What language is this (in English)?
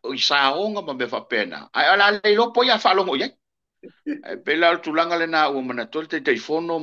Samoan